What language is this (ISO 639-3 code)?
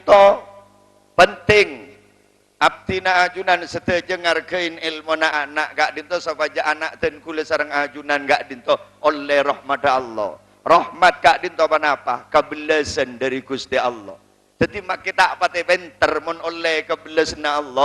mad